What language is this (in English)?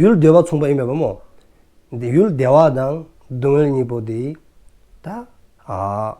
Dzongkha